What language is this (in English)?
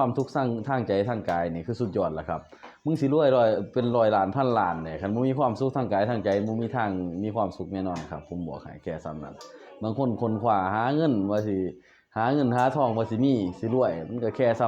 Northeastern Thai